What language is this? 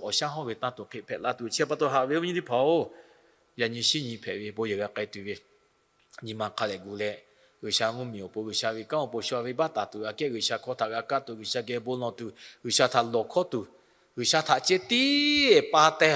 Lahu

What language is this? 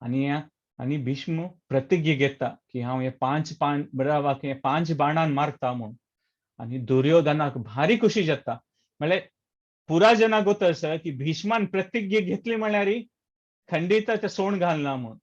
Konkani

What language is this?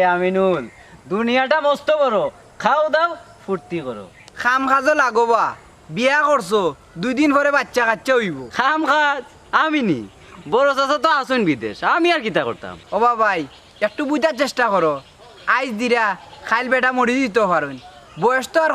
Sylheti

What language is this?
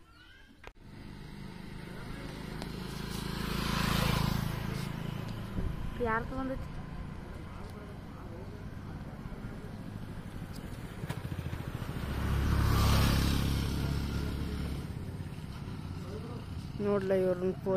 Kannada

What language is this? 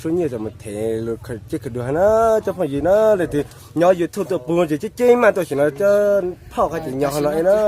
Hmong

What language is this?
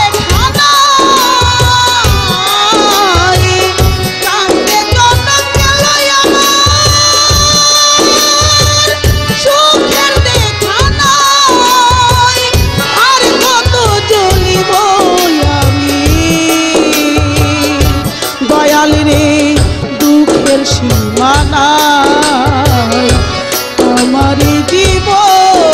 Bangla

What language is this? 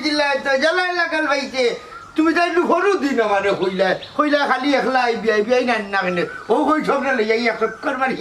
Sylheti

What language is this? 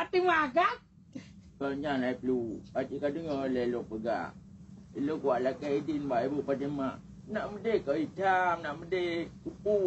Achinese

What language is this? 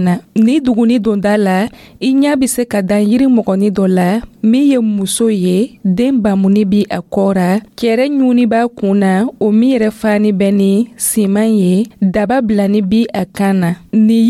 Dyula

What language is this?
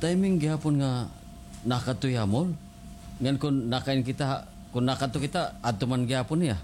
Waray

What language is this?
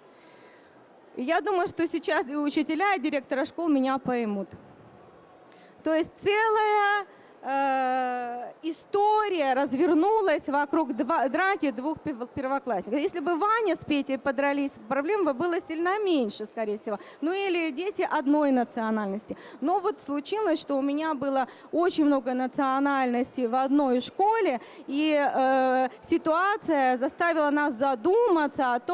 Russian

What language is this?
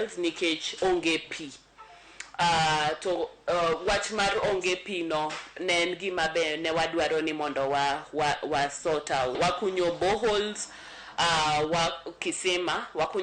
Luo (Kenya and Tanzania)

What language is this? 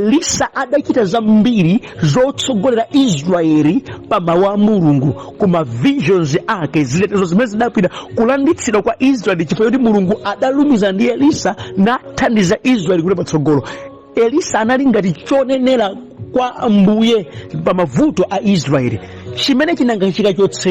Nyanja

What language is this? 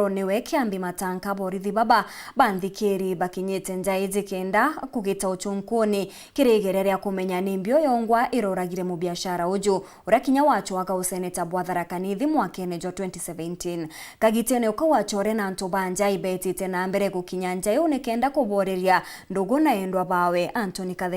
Meru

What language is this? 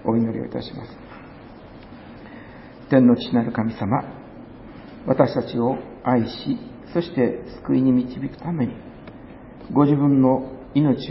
Japanese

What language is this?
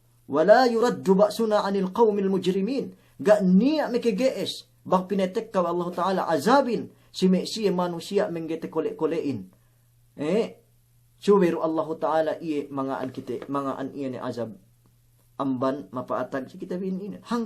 Yakan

